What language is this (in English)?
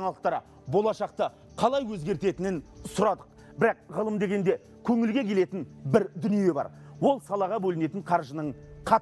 Kazakh